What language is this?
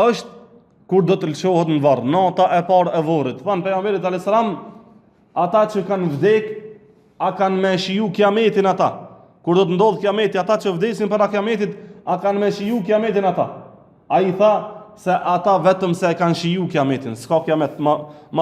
Albanian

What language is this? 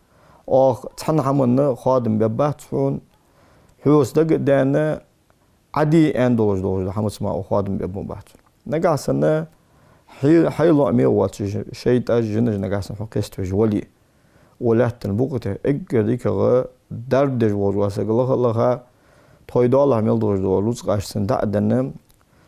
Ingush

